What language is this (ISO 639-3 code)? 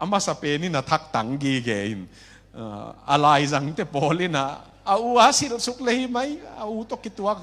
ctd